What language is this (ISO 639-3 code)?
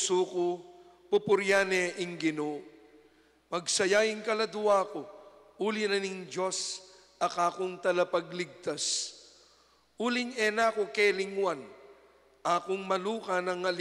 pam